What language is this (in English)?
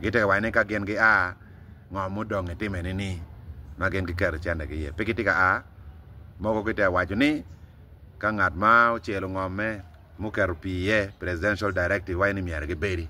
Acoli